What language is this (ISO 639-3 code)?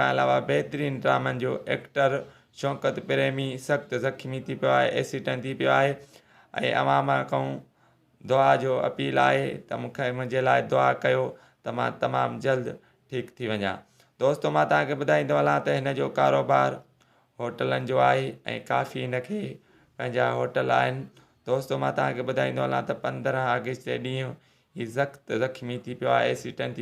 snd